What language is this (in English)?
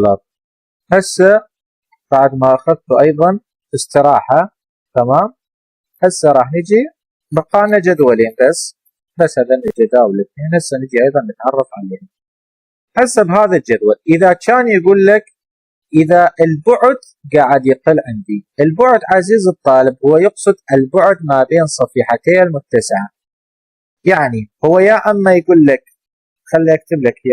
Mesopotamian Arabic